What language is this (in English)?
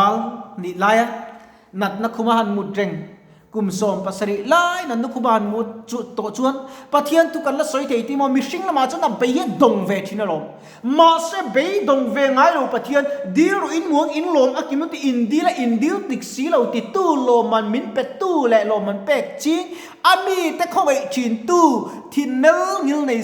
Mizo